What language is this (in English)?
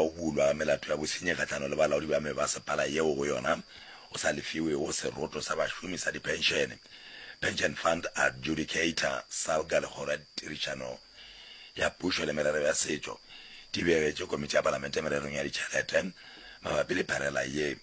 Northern Sotho